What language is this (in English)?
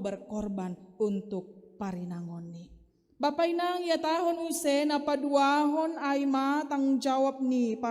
Batak Simalungun